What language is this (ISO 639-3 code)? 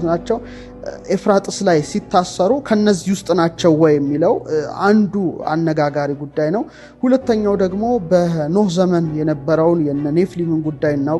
amh